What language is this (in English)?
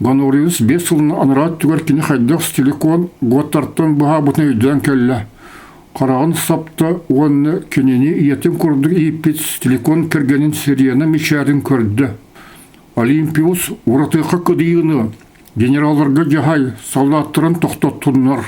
Yakut